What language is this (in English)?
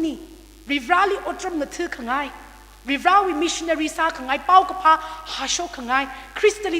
Tangkhul Naga (India)